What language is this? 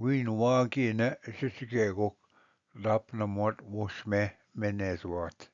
Ojibwa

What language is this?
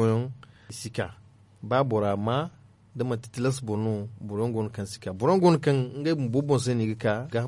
Zarma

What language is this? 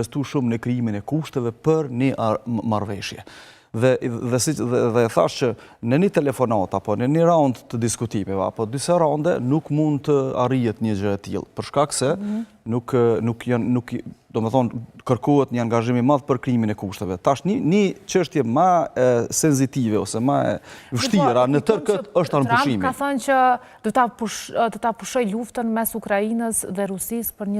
Albanian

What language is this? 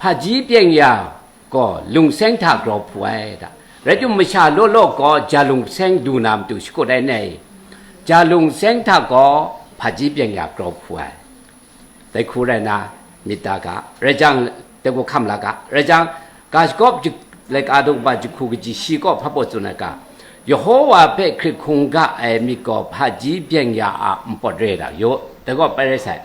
Kachin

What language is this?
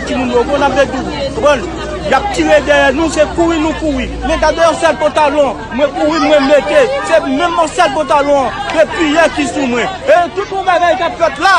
Haitian Creole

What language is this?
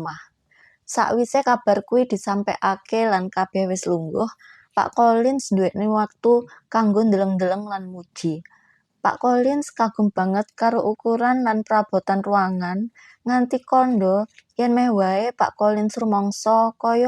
Javanese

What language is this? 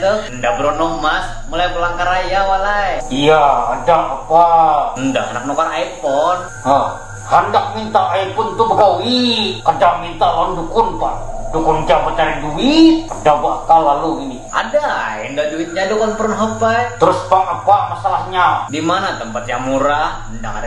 Banjar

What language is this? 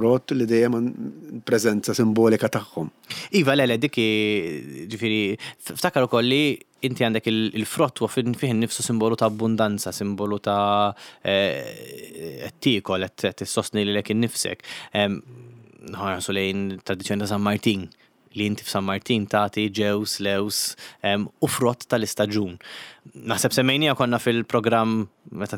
Maltese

